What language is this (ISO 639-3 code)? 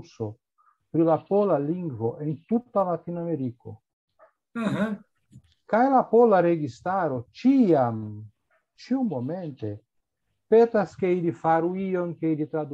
epo